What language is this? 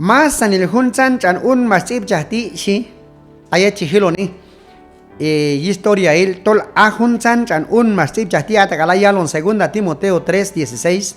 Q'anjob'al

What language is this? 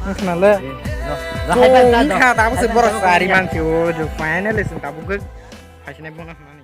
Kok Borok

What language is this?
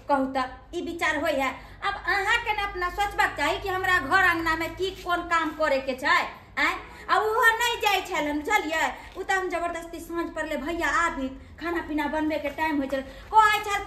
Maithili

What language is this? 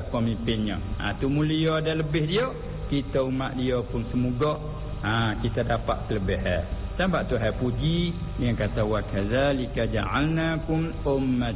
Malay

